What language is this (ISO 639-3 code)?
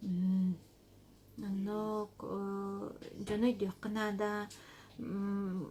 sah